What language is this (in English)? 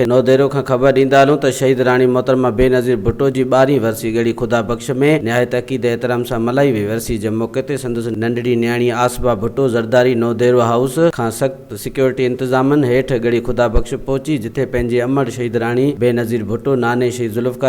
Sindhi